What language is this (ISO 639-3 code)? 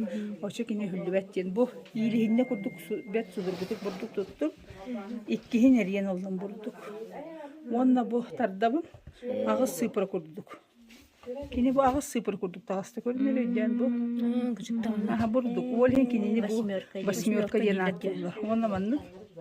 sah